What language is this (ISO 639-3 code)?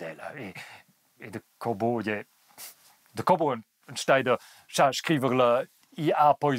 roh